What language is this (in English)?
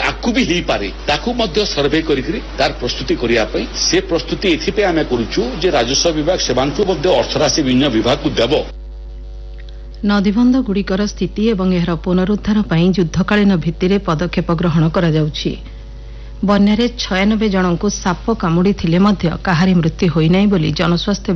Odia